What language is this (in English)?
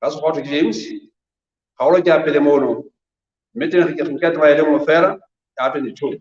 Southern Sotho